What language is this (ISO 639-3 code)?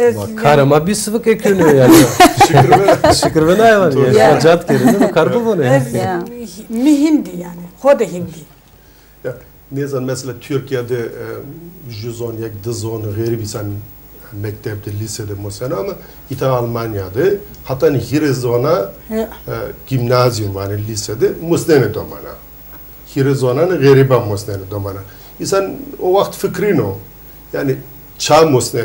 zza